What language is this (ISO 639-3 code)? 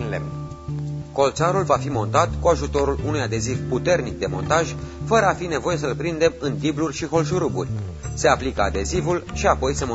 ron